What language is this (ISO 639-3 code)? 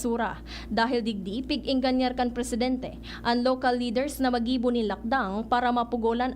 bik